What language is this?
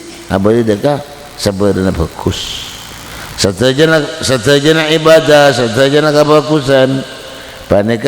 Madurese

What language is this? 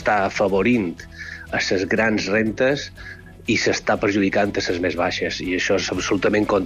Catalan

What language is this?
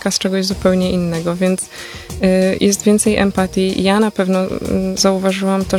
Polish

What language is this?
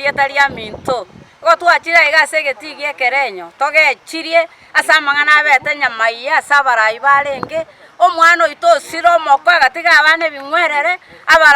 Gusii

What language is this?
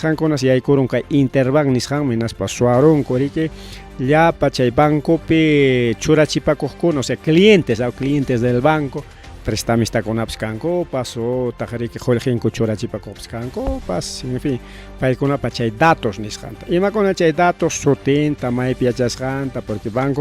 Ayacucho Quechua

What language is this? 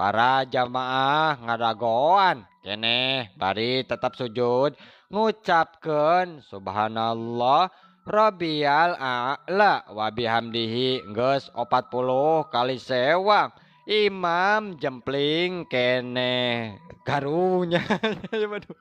Sundanese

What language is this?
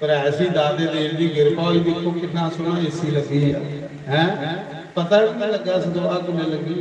Dogri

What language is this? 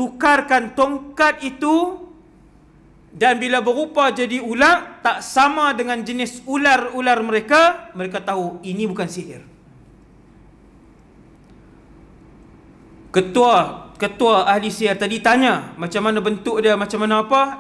Malay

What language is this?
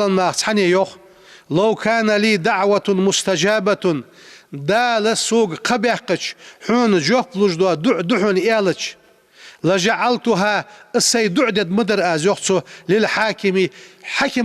Ingush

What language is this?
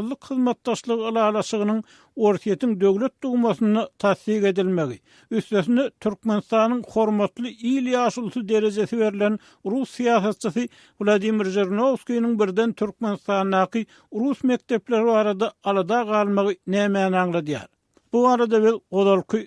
Turkmen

